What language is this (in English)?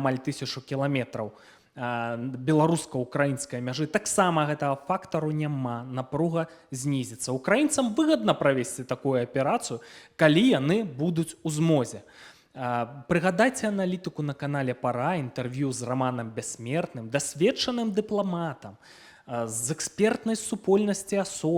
Belarusian